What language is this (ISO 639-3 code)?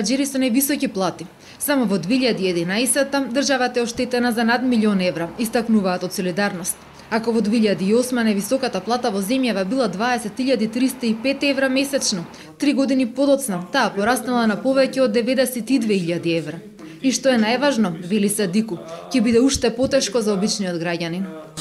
mkd